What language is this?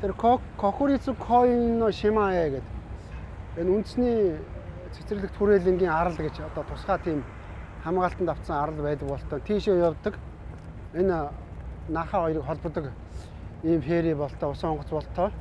Mongolian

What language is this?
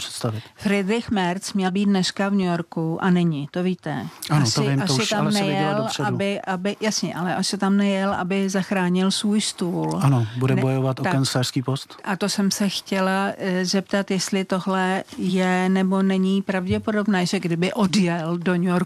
Czech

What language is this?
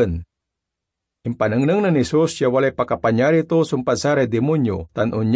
Pangasinan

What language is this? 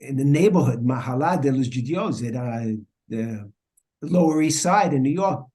Ladino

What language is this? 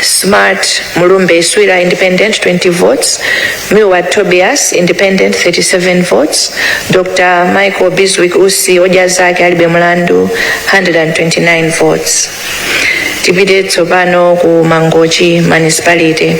Nyanja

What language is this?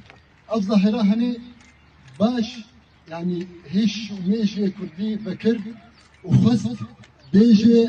Kurdish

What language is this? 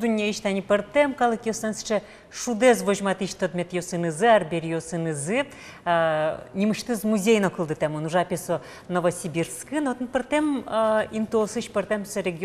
Udmurt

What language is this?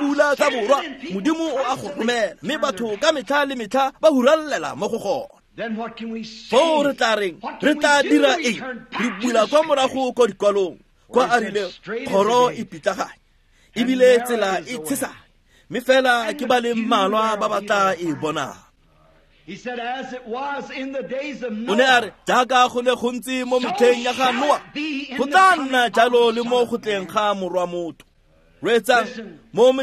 Tswana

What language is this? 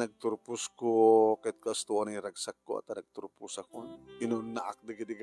Iloko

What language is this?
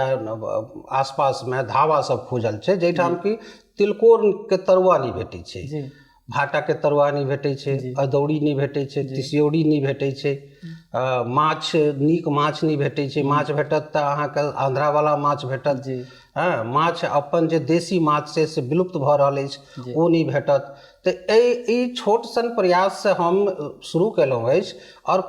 Maithili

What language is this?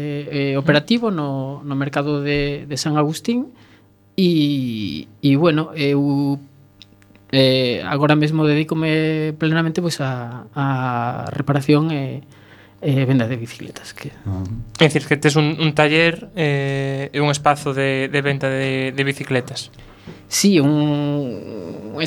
Galician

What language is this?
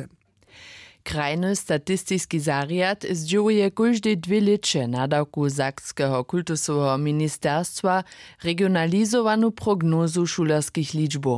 Upper Sorbian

